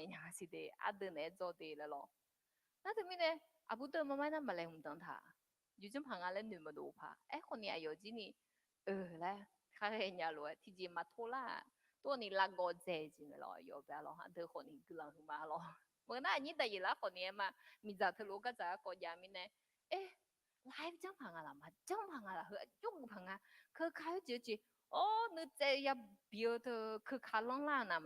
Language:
Akha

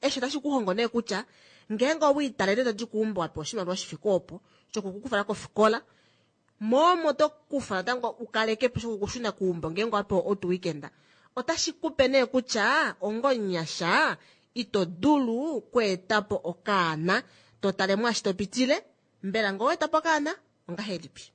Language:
Kuanyama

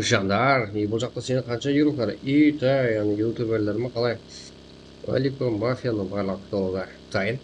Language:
Kara-Kalpak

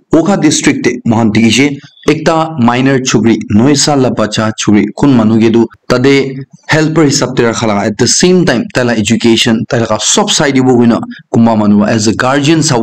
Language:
Naga Pidgin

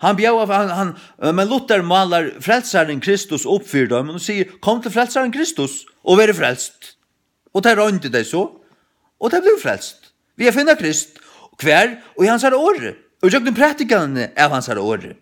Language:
Faroese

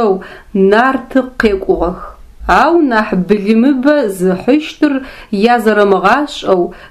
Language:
Adyghe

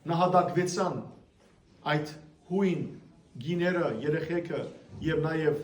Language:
Western Armenian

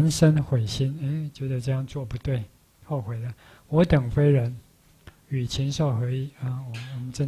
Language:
Chinese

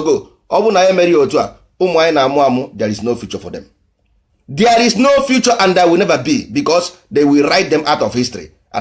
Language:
Igbo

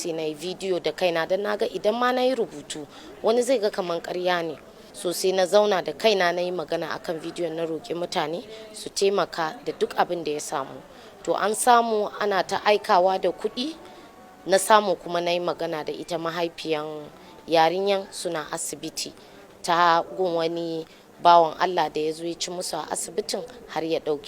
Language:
Hausa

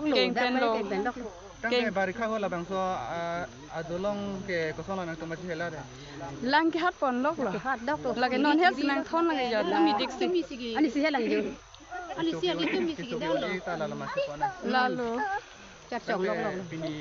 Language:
Karbi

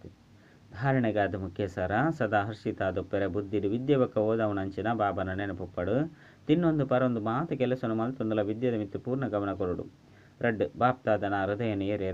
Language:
Tulu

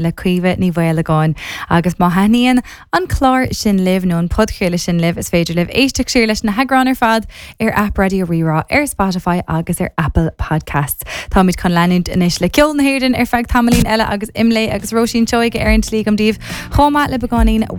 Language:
Irish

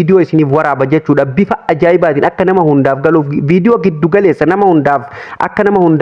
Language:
Oromo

